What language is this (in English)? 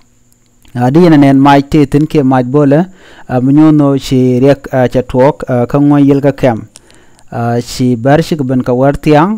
Nuer